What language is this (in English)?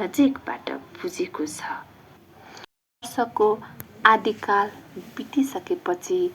Nepali